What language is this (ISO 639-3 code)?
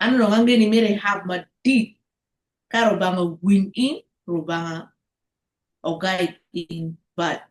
ach